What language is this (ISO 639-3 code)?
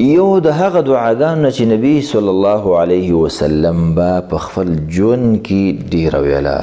pus